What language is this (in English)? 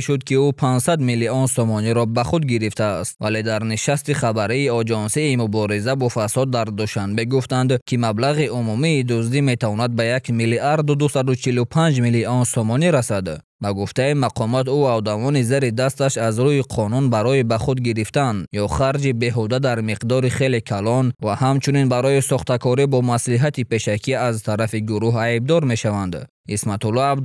Tajik